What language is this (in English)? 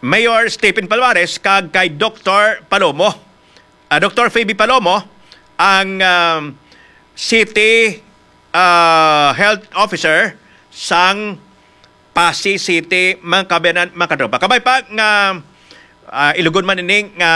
Hiligaynon